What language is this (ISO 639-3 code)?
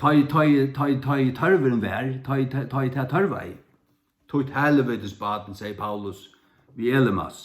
fao